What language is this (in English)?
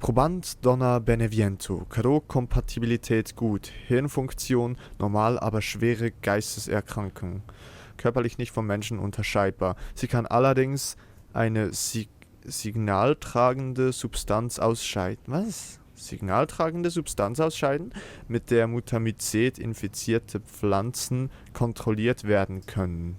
Swiss German